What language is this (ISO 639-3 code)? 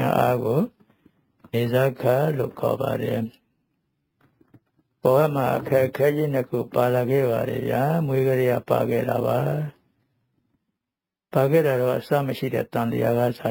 mya